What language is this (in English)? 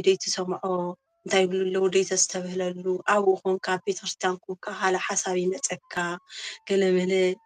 Tigrinya